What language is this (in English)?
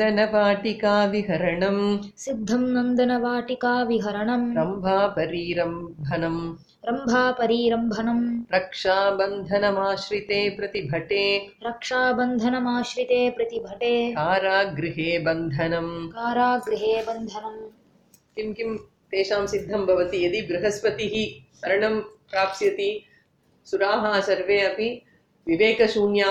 Sanskrit